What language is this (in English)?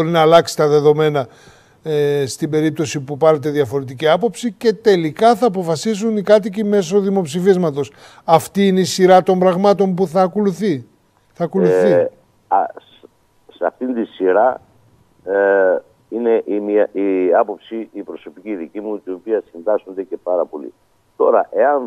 Greek